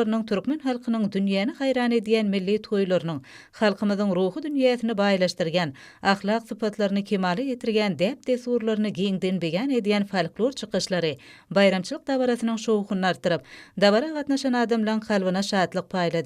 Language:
Turkmen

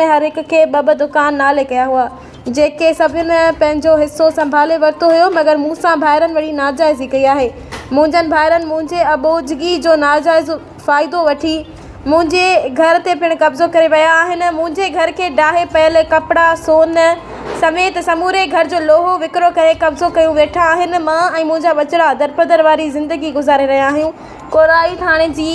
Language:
Sindhi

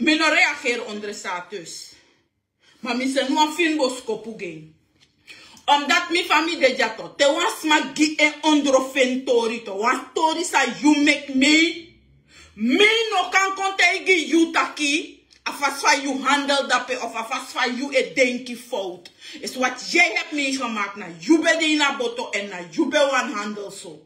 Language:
Sranan Tongo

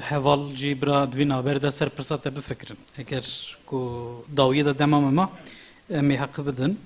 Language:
Kurdish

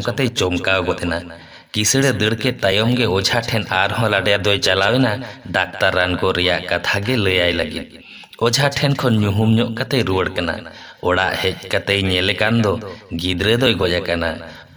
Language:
Santali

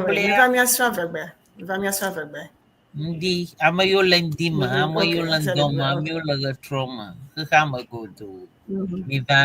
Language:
Ewe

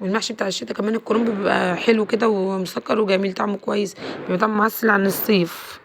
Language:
Egyptian Arabic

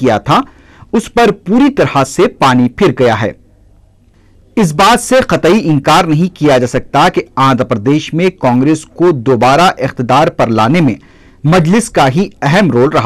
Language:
Urdu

